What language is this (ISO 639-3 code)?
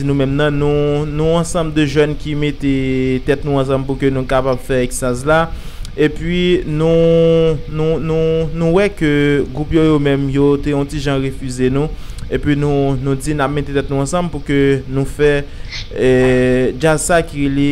hat